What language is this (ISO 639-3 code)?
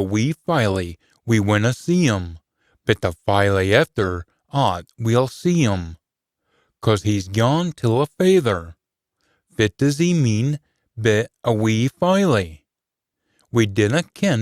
sco